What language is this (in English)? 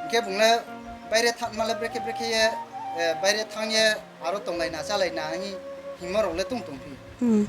Riang (India)